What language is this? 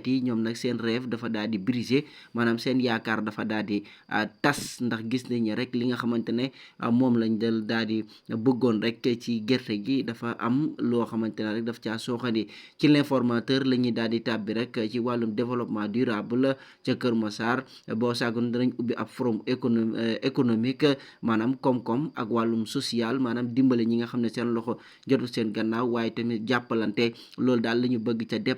Wolof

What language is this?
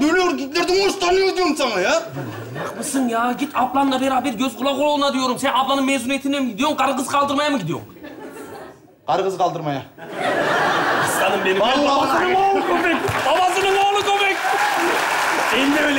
Turkish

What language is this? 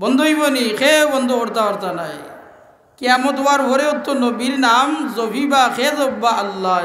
Sylheti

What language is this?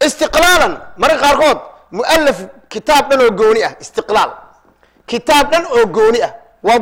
Somali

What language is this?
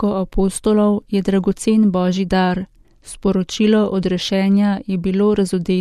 Slovenian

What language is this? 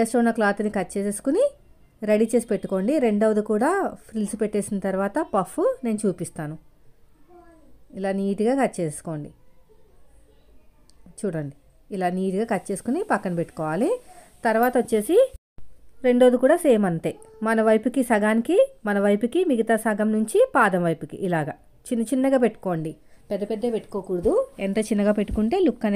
Telugu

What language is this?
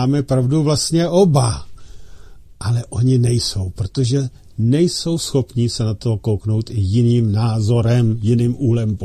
Czech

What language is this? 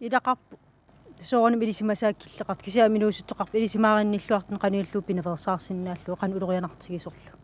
Kalaallisut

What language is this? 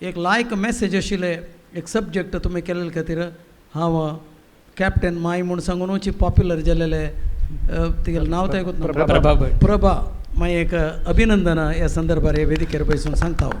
Konkani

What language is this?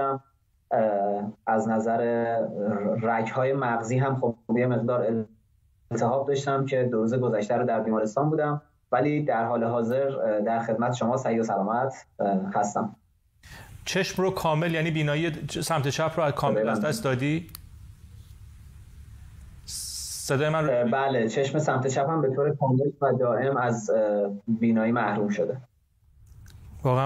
Persian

